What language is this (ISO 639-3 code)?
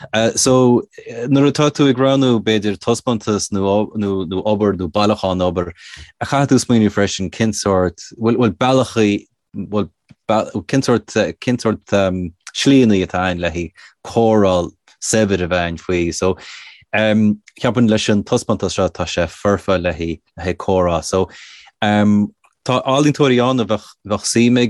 gle